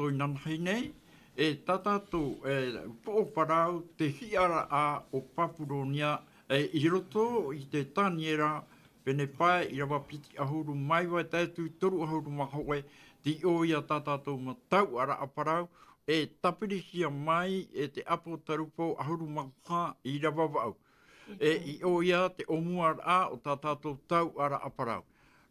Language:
Tahitian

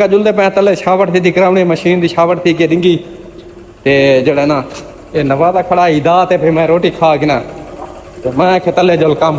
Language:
Saraiki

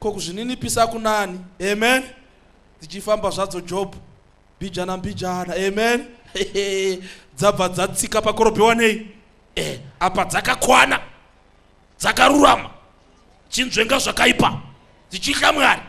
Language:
Shona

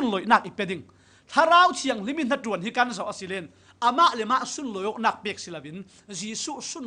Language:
Falam Chin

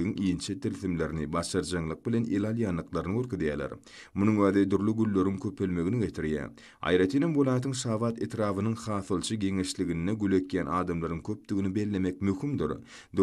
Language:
Turkmen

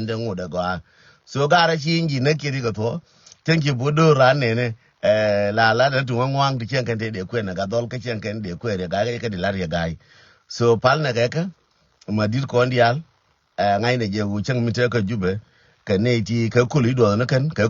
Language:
Nuer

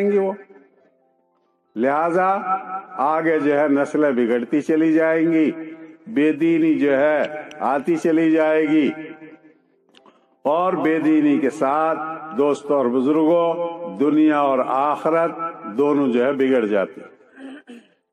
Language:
Urdu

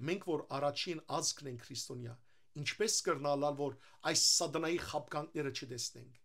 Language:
Western Armenian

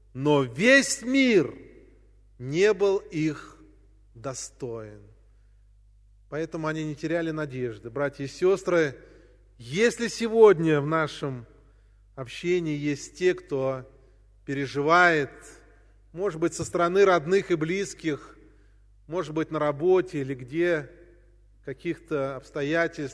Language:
Russian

